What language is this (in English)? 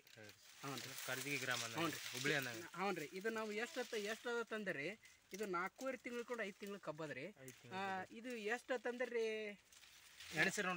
Kannada